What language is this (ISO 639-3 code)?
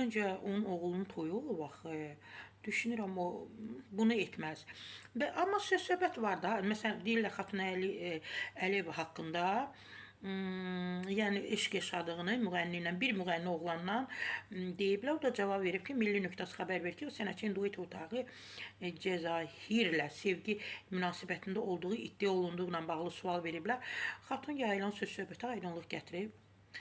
aze